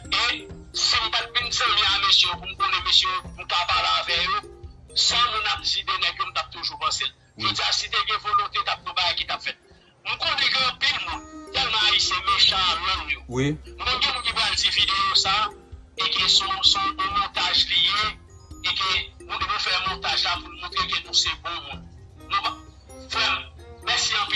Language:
Haitian Creole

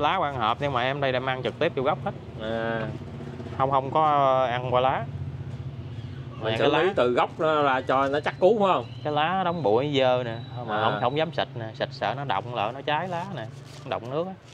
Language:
Vietnamese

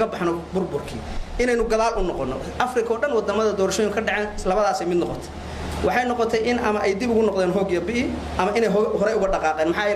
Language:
Somali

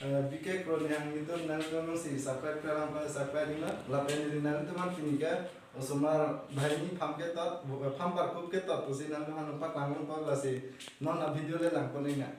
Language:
Karbi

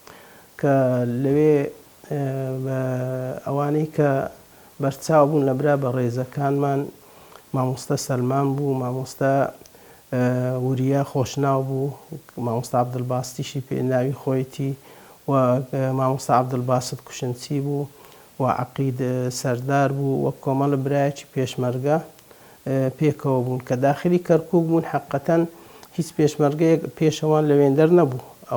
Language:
Central Kurdish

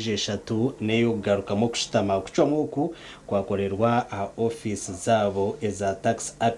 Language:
Nyankole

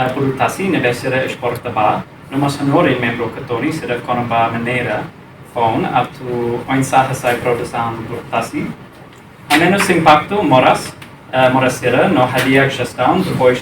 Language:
Tetum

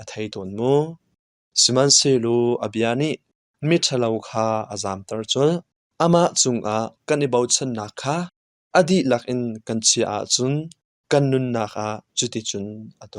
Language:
Hakha Chin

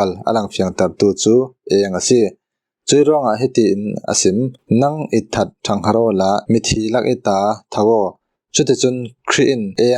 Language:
Falam Chin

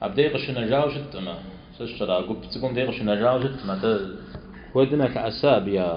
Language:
Kabardian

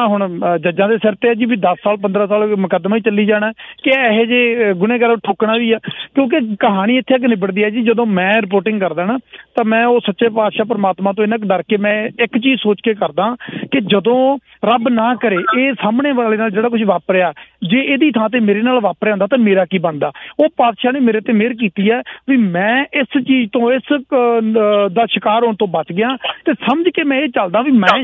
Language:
Punjabi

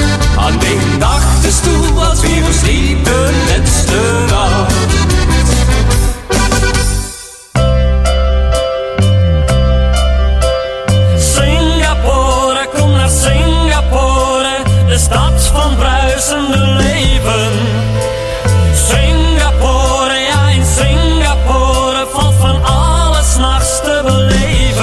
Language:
Dutch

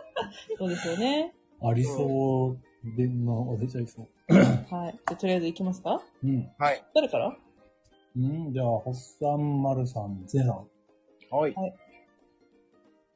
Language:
Japanese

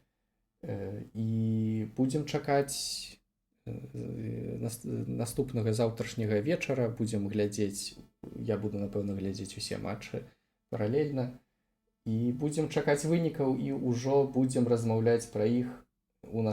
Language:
Belarusian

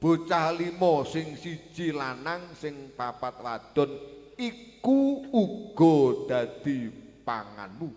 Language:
Javanese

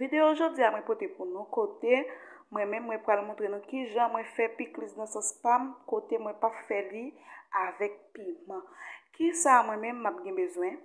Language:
Haitian Creole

